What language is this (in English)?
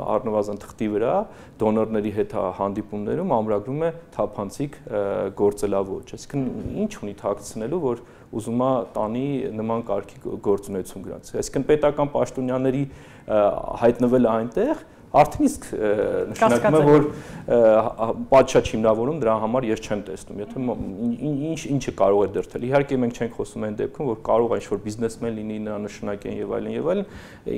Armenian